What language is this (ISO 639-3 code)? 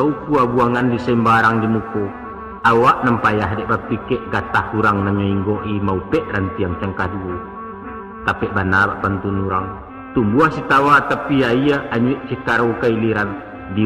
min